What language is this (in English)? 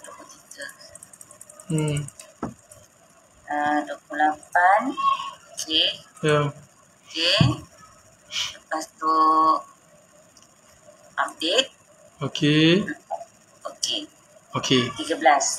Malay